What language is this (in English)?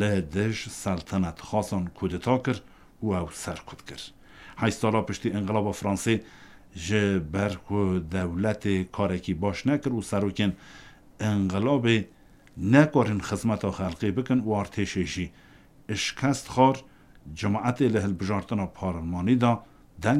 Kurdish